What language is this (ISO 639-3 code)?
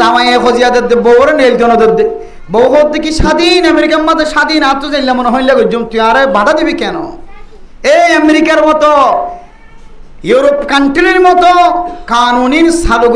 rhg